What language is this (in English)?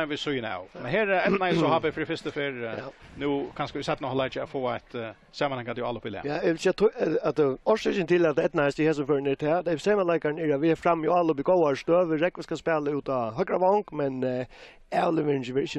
Faroese